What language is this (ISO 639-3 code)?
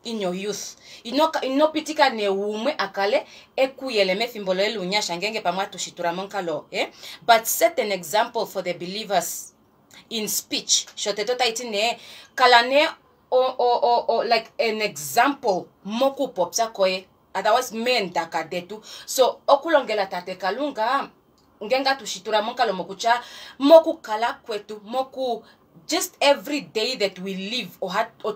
kua